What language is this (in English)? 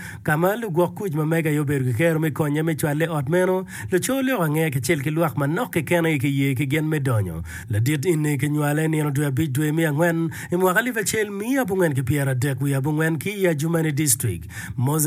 Acoli